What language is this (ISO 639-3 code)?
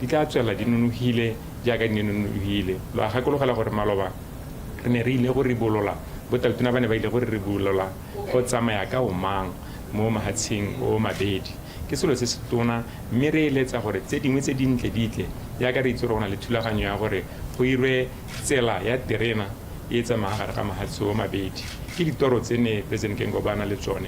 tsn